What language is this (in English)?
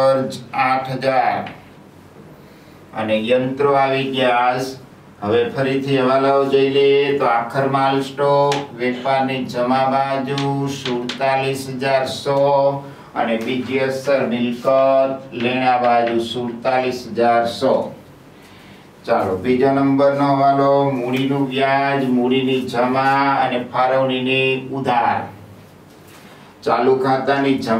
Gujarati